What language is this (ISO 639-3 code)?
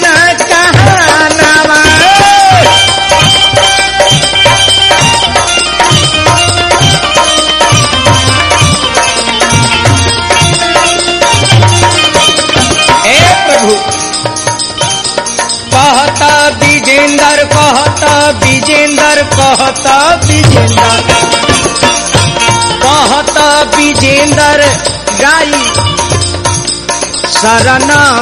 bho